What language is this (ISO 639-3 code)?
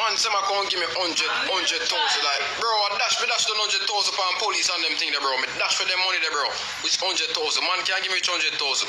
jam